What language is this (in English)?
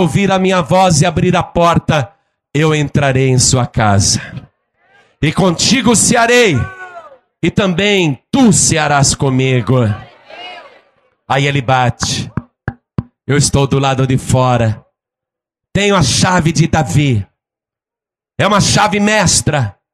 Portuguese